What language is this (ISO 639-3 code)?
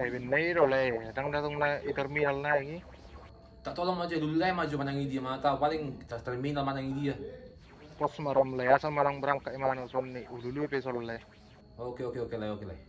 bbc